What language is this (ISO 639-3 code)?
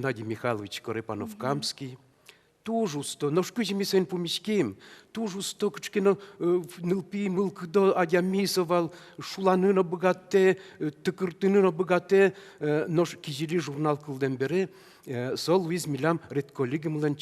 udm